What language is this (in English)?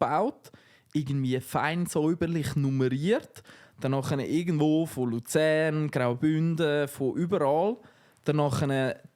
Swiss German